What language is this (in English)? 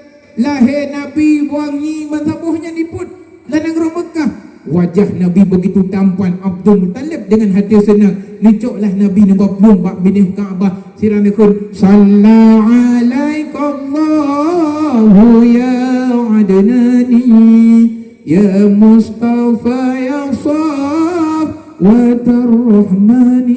Achinese